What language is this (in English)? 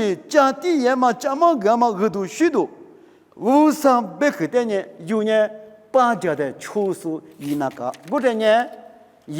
Lisu